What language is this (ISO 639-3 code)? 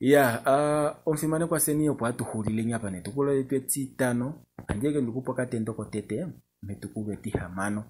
kua